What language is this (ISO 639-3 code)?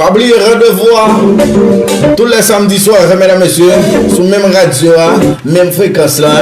hat